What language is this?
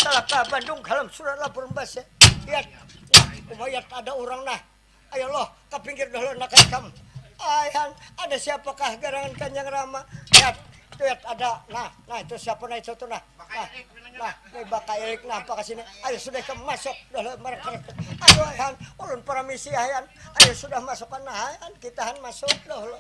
Banjar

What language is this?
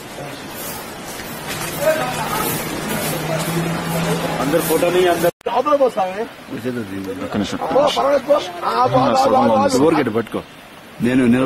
Telugu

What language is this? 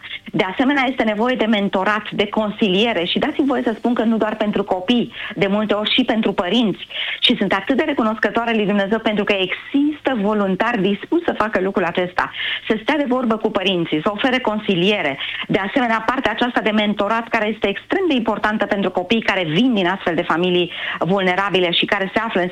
Romanian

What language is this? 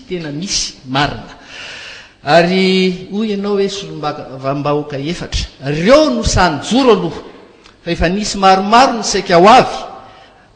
Malagasy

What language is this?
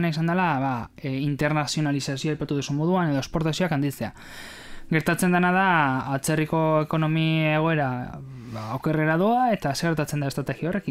Basque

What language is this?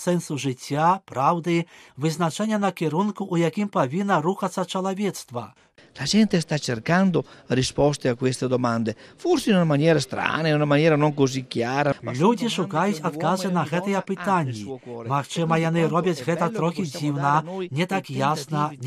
Belarusian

